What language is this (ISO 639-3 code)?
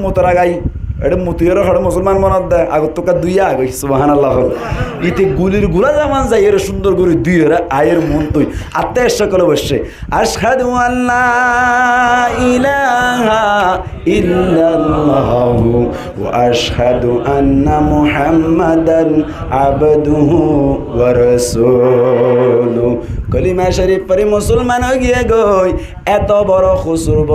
rhg